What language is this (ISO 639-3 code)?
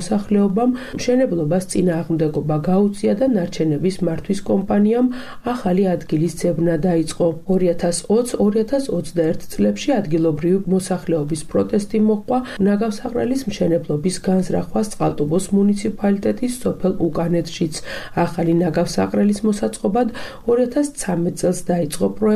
kat